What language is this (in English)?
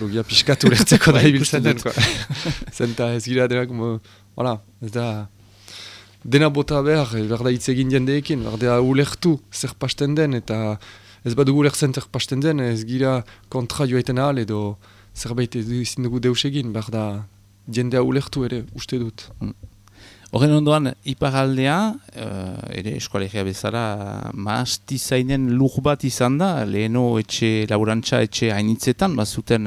Basque